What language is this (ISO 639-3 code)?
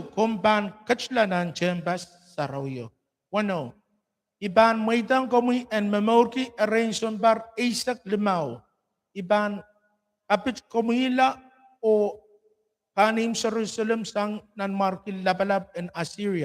pon